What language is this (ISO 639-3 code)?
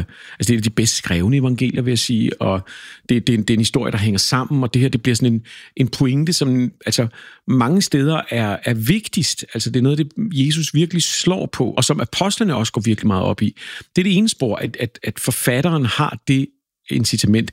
dan